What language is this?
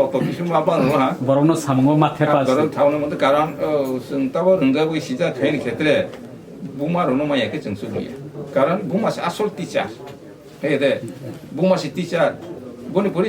Kok Borok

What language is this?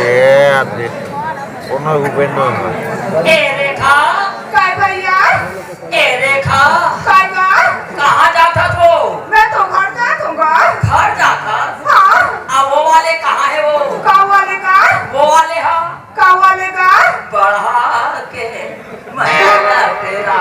Chhattisgarhi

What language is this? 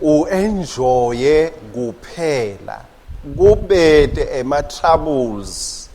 Swati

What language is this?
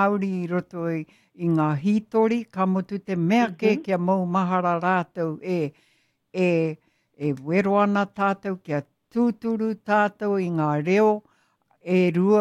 Māori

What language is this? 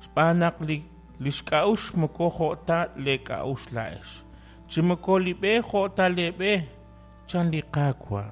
Kekchí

